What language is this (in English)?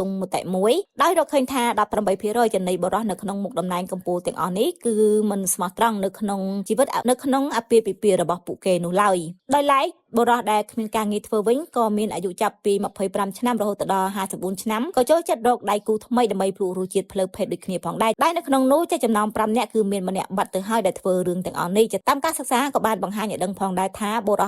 Khmer